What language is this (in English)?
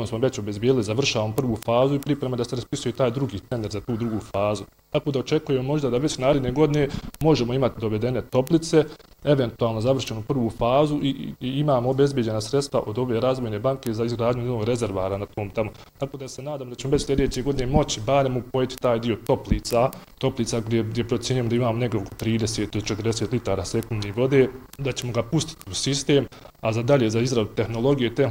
Bosnian